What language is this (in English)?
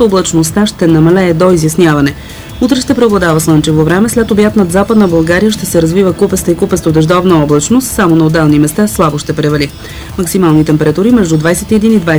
Bulgarian